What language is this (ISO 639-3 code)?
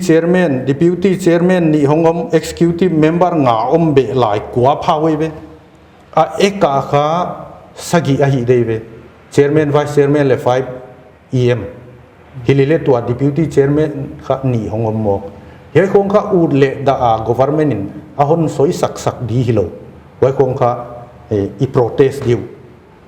pck